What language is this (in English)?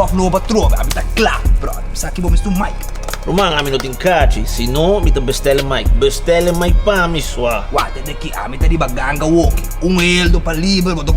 Papiamento